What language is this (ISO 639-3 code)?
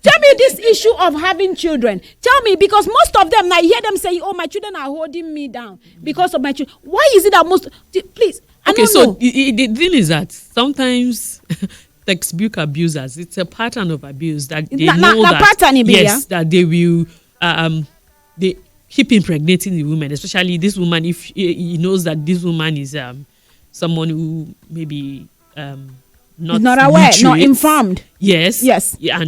pcm